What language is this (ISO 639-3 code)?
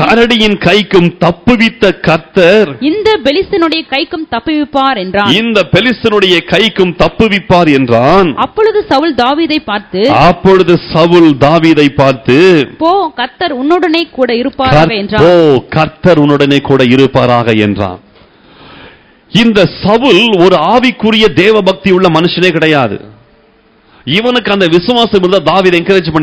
tam